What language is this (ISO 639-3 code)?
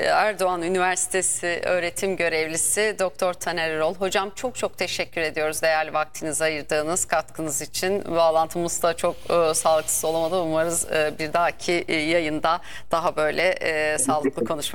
tur